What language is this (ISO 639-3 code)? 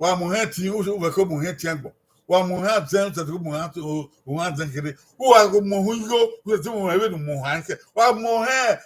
bin